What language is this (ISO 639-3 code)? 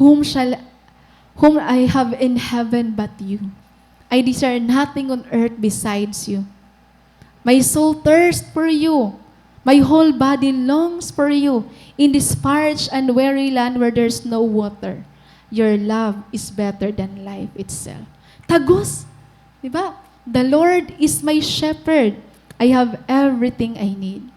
war